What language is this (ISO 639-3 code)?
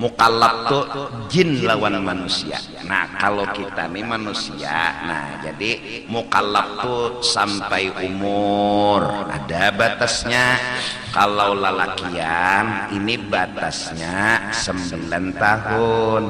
bjn